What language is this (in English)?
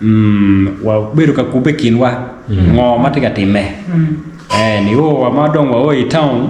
Acoli